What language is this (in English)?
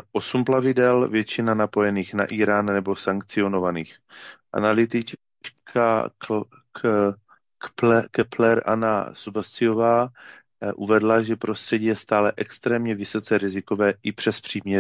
Czech